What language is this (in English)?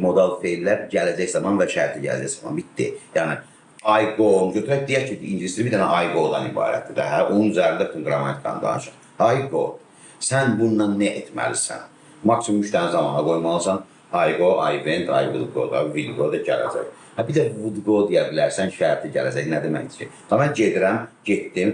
Azerbaijani